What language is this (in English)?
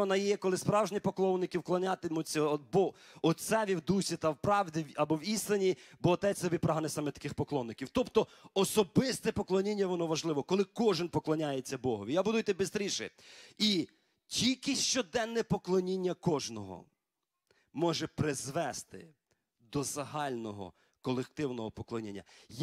Ukrainian